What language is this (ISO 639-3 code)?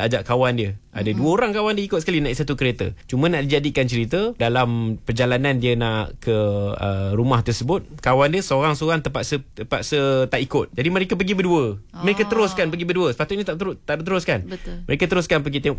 msa